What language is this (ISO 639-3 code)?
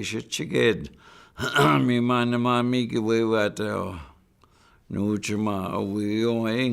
ciw